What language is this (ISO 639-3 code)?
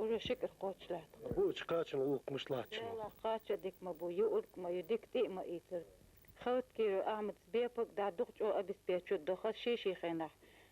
inh